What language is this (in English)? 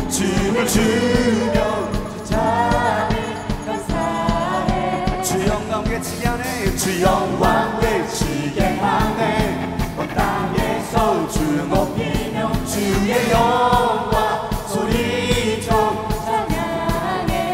Korean